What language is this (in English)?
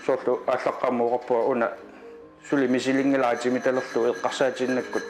Kalaallisut